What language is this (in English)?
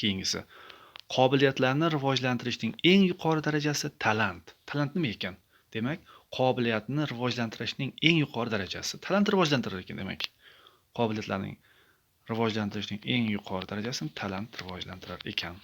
Uzbek